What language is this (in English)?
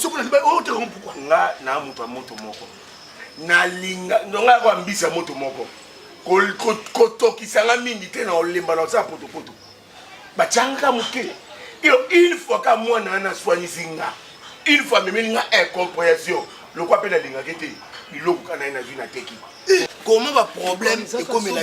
Lingala